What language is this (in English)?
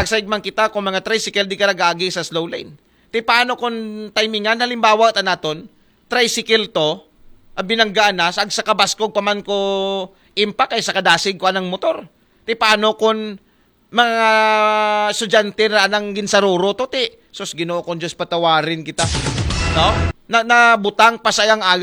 Aklanon